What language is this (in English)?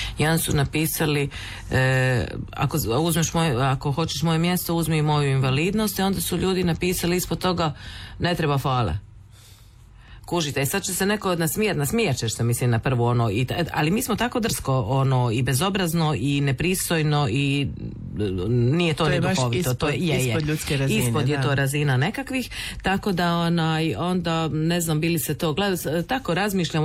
Croatian